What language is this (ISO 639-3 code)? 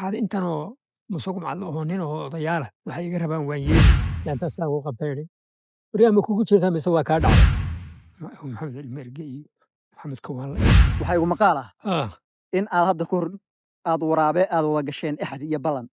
som